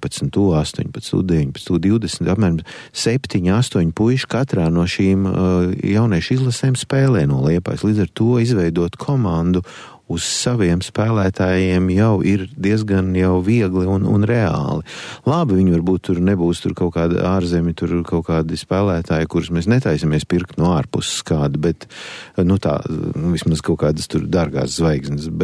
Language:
Latvian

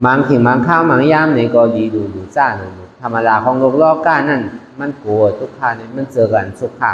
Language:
Shan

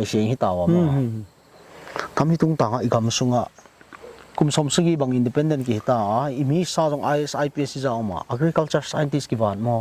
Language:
Paite Chin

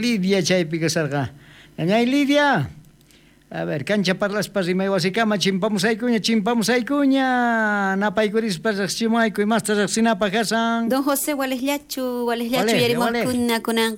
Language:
South Bolivian Quechua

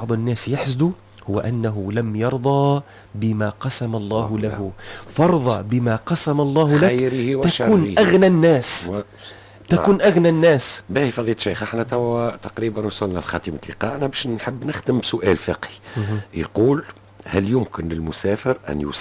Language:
Tunisian Arabic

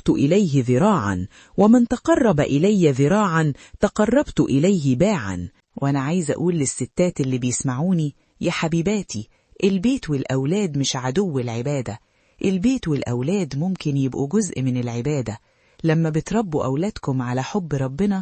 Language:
Egyptian Arabic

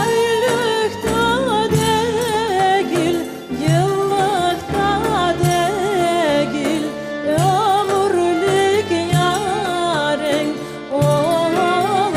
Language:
Crimean Tatar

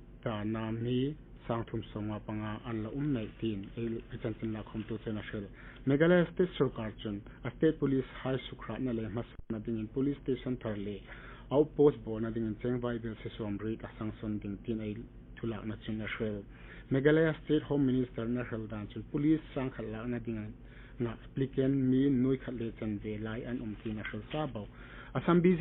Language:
Hmar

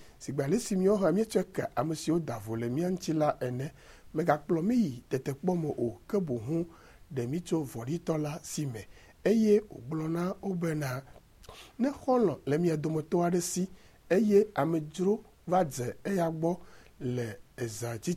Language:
Ewe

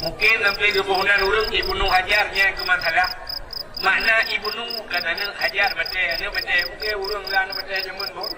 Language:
Achinese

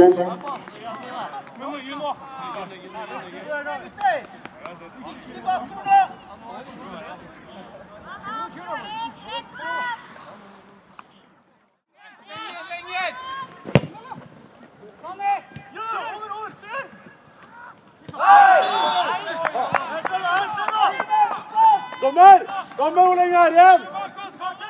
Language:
Norwegian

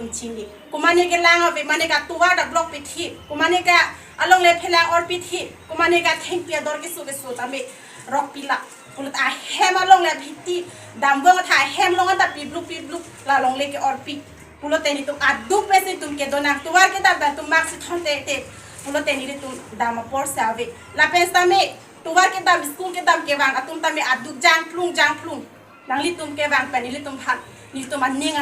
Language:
Karbi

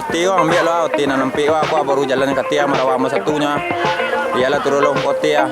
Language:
Minangkabau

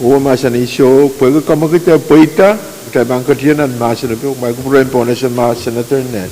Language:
Pohnpeian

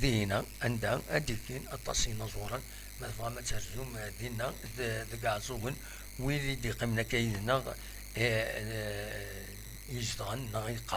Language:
Kabyle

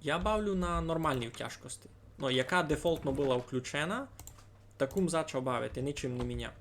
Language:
Rusyn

